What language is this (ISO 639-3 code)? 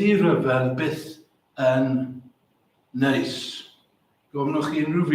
cym